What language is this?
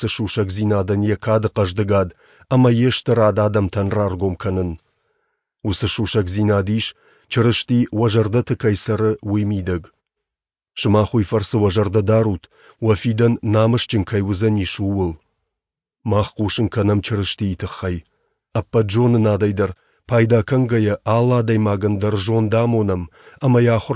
Ossetic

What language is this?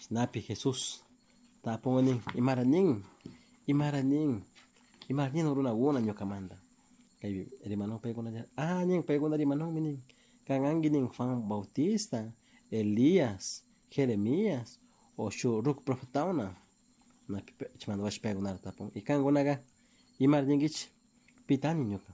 Chimborazo Highland Quichua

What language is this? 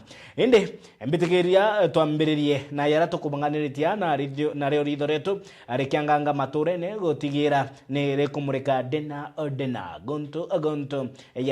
Meru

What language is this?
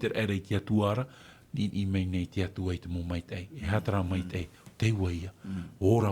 Tahitian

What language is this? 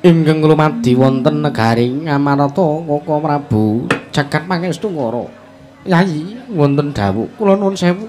Javanese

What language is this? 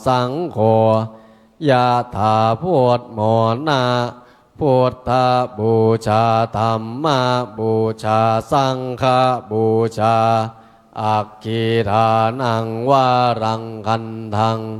Pali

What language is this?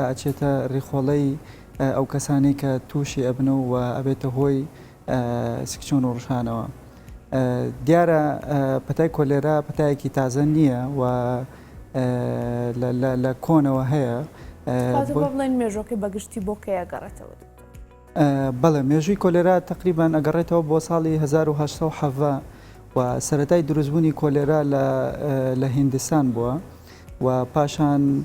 Central Kurdish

